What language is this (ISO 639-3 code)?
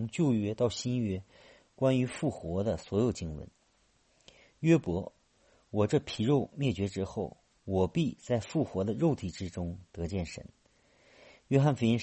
zho